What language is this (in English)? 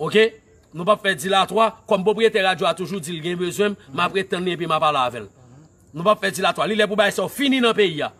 Haitian Creole